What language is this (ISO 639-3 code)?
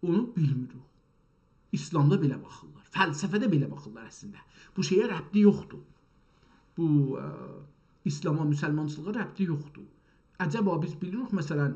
azb